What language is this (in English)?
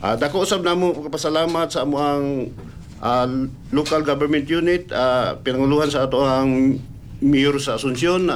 Cebuano